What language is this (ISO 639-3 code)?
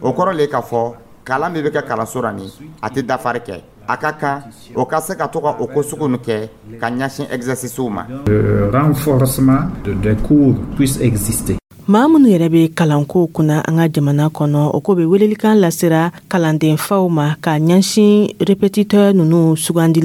dyu